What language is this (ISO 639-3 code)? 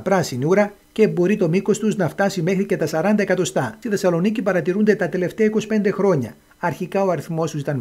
ell